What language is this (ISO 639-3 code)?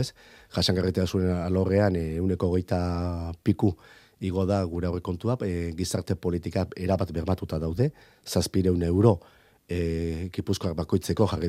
eus